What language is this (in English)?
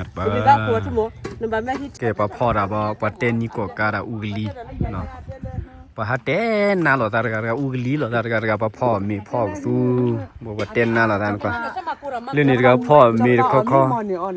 S'gaw Karen